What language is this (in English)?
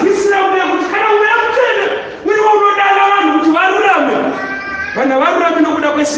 Shona